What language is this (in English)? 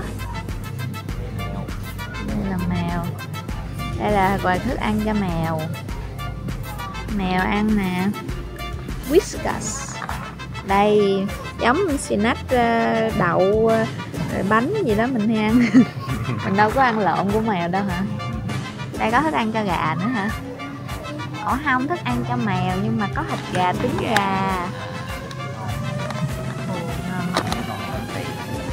Vietnamese